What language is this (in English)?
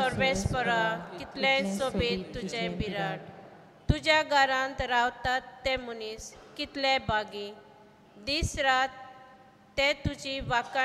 Konkani